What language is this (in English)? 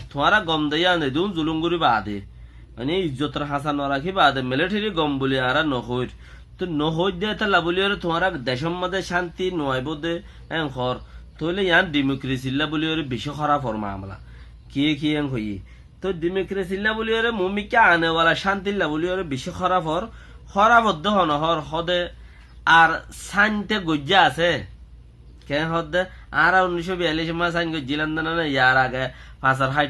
Rohingya